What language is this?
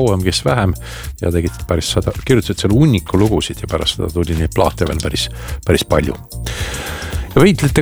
Estonian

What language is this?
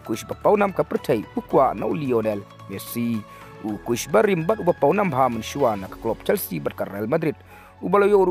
Khasi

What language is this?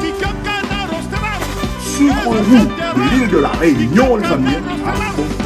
Réunion Creole French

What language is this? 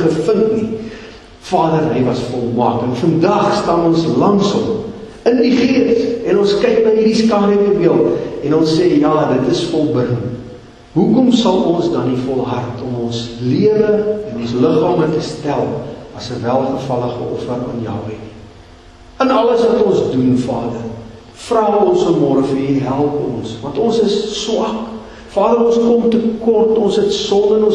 Afrikaans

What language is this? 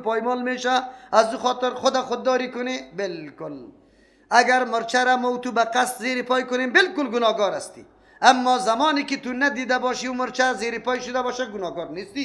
Persian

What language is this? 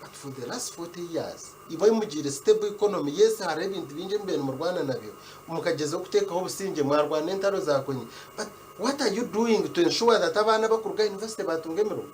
Nyankole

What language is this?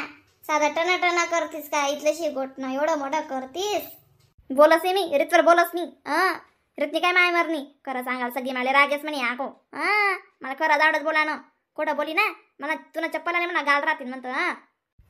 Khandesi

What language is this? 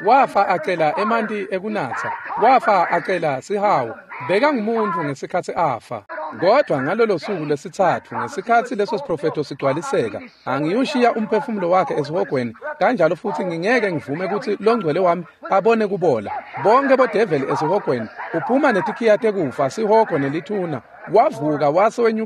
Swati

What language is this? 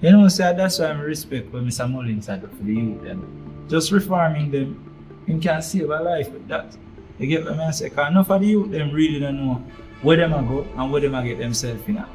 Jamaican Creole English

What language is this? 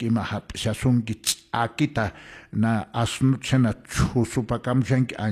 Quechua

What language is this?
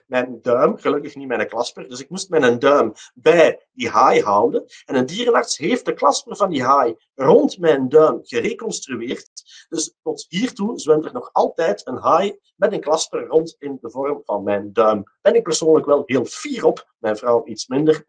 Dutch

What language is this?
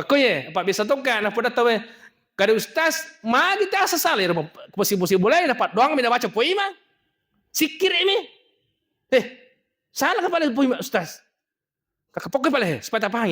Buginese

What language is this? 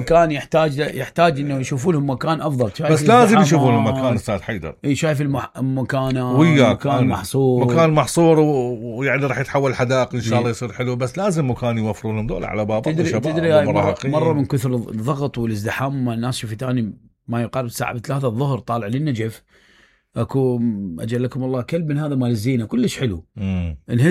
Mesopotamian Arabic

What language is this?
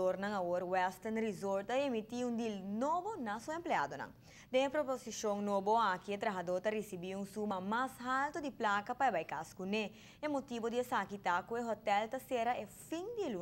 Papiamento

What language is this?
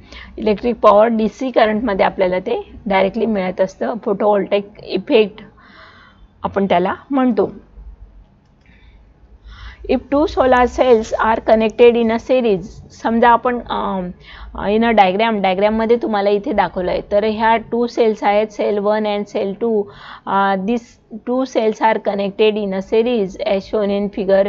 Marathi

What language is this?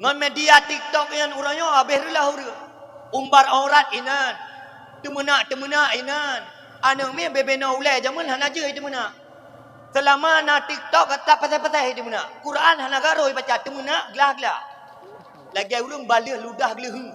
Achinese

